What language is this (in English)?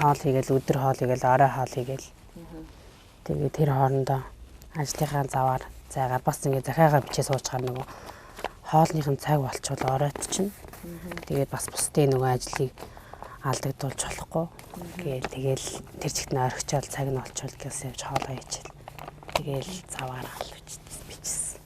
Mongolian